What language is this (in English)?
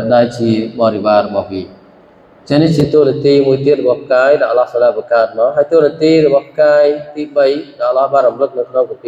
Khmer